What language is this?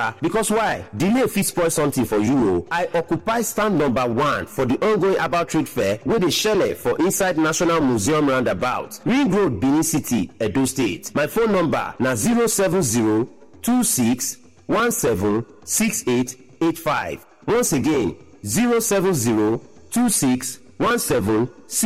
Nigerian Pidgin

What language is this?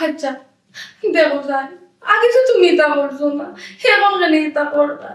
Sylheti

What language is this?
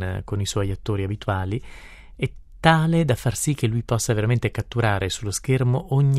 Italian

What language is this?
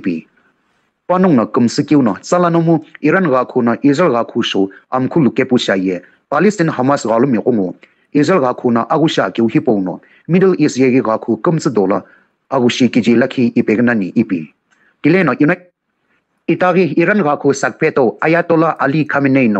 Sumi Naga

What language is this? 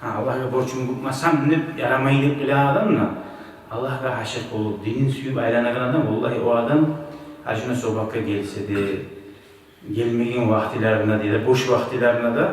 Kumyk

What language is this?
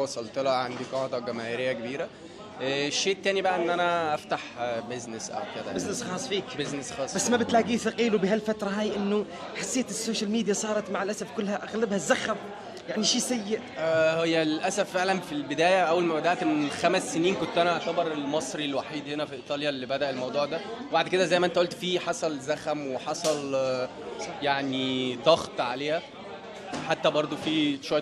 Egyptian Arabic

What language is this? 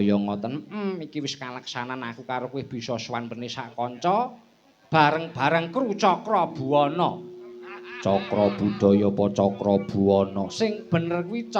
Javanese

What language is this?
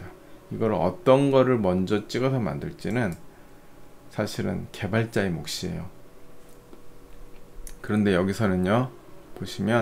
Korean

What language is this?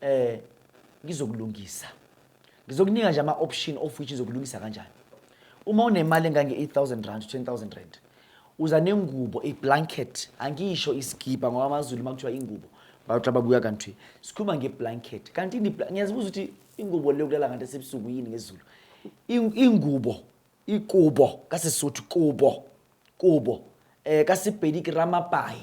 Zulu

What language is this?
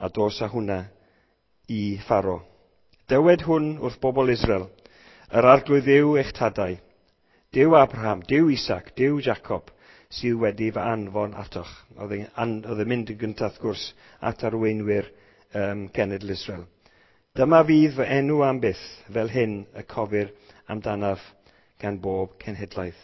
Welsh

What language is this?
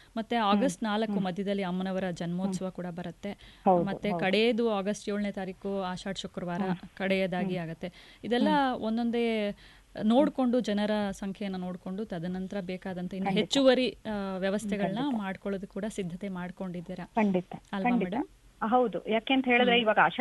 Kannada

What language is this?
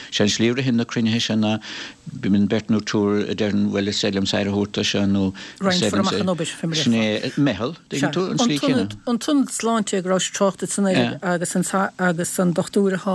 Irish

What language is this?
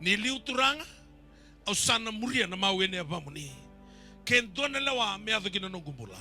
Fijian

